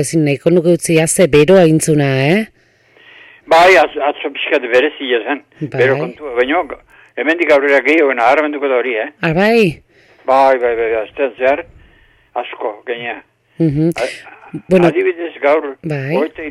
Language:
Basque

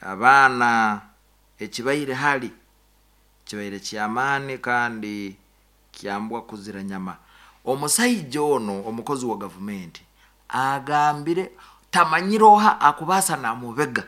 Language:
Nyankole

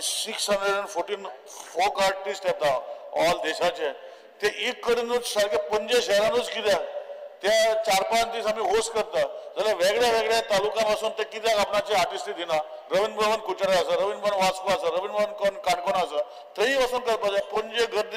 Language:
Konkani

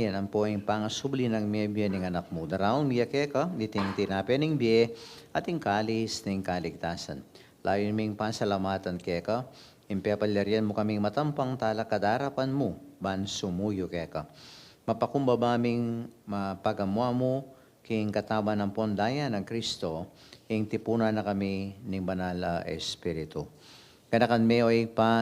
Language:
Pampanga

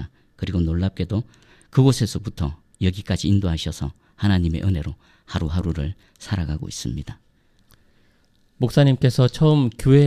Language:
Korean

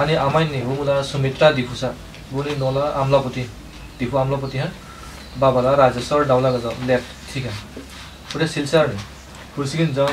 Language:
Dimasa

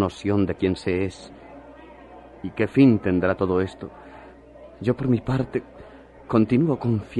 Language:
Spanish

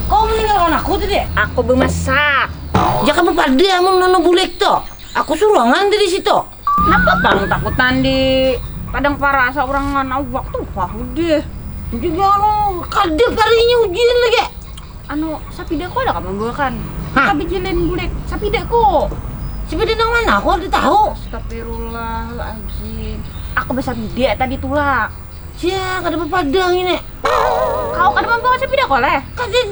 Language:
Banjar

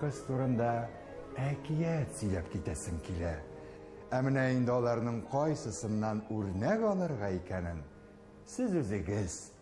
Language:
Tatar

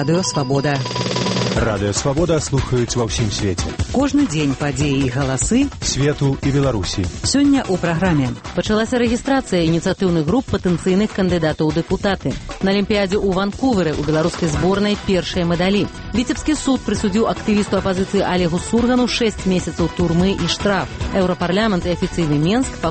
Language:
Belarusian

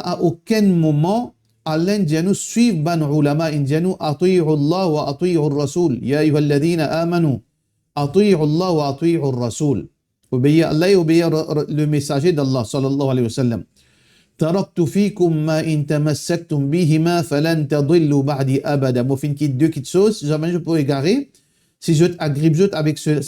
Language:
Morisyen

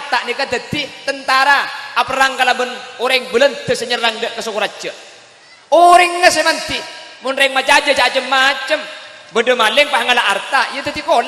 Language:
Madurese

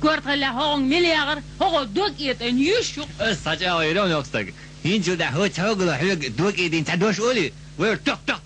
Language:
Chechen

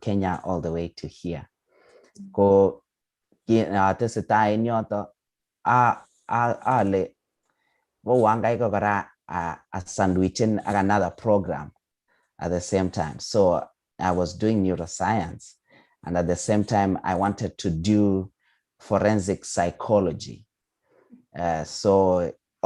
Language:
Kalenjin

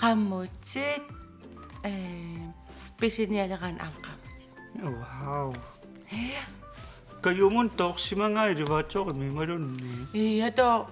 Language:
Kalaallisut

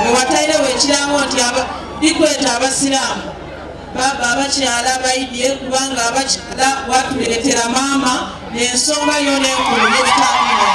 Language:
Soga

